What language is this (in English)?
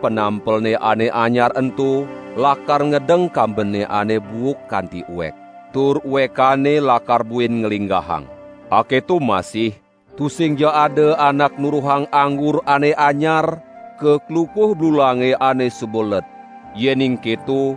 Balinese